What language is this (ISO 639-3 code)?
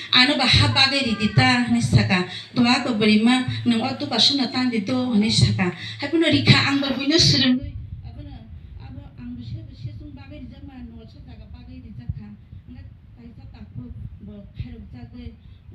trp